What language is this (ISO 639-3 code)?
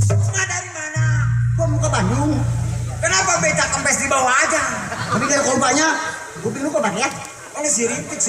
bew